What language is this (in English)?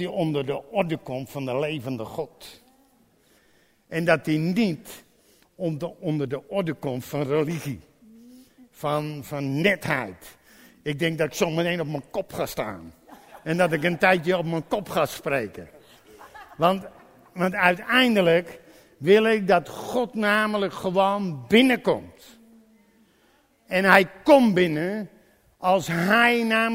Dutch